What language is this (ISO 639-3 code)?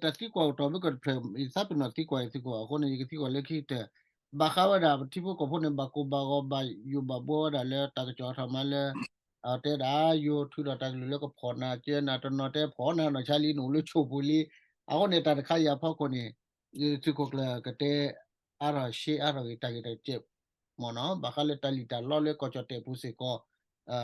ksw